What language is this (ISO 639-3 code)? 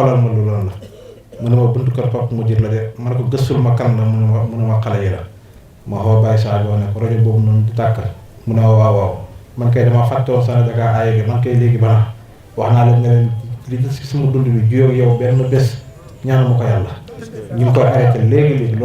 wol